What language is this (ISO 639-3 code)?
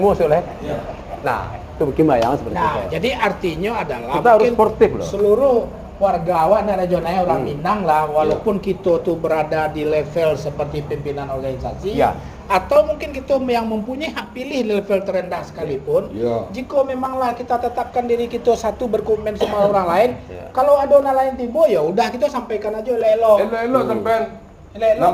min